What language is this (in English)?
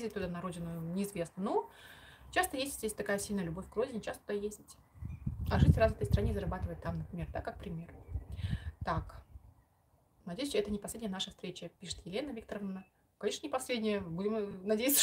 Russian